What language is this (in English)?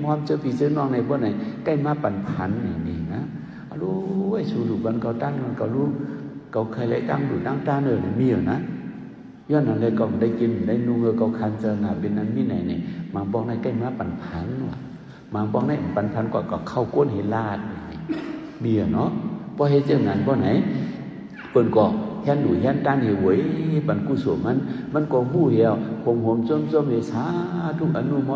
Shan